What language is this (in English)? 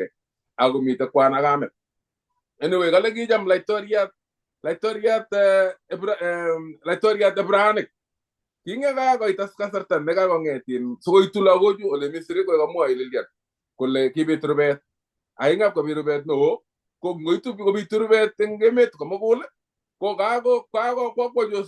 Kalenjin